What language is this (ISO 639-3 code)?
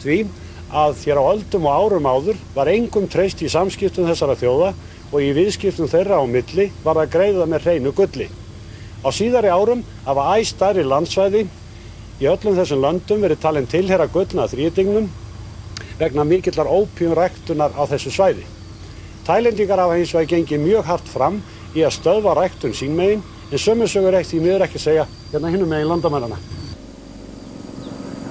isl